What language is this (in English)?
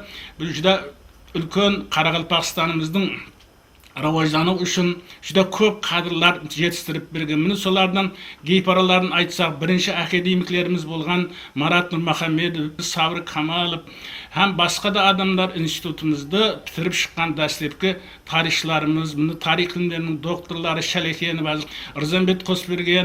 Kara-Kalpak